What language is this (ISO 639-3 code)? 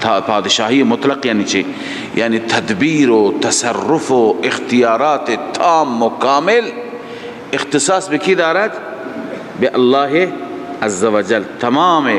fas